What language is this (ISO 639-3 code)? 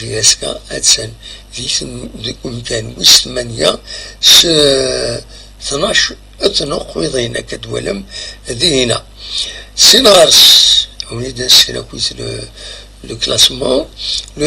kab